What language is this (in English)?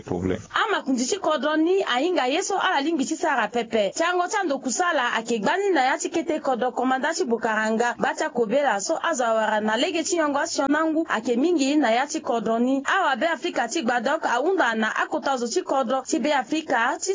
Sango